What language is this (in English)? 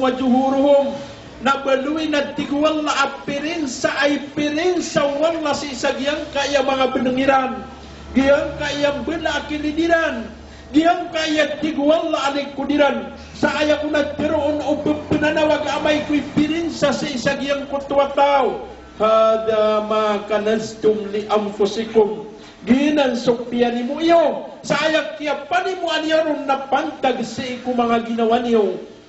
Maranao